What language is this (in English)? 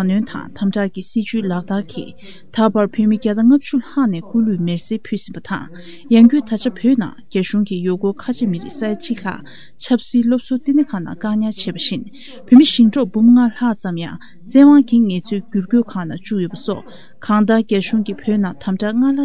Tibetan